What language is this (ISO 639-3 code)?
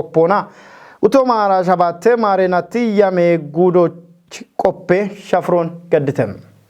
kbr